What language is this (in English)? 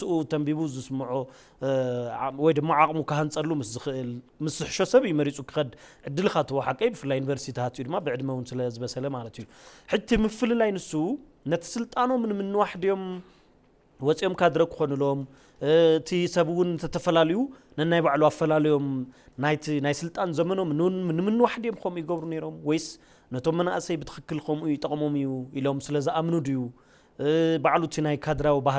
Tigrinya